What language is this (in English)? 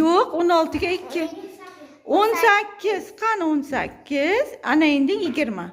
Uzbek